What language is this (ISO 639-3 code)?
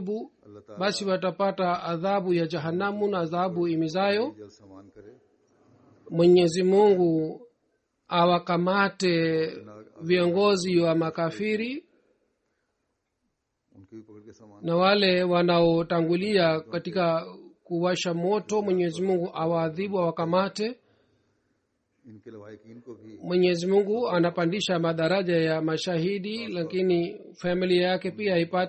swa